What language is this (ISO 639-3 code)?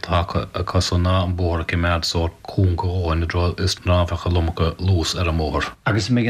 gle